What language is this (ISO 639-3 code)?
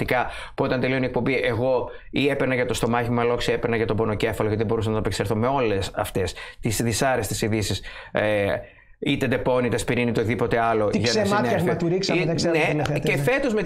ell